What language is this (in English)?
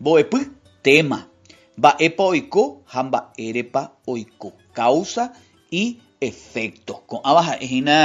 Guarani